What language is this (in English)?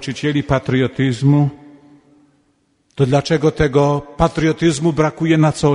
Polish